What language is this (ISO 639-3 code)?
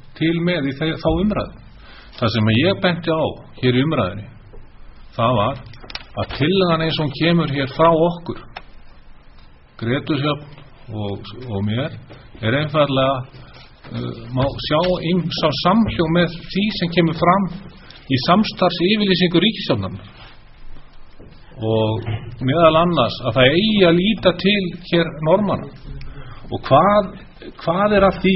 isl